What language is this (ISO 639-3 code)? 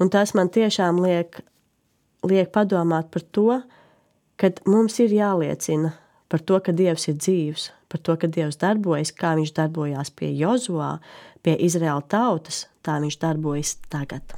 lav